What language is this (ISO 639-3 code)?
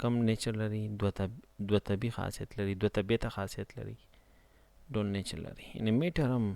pus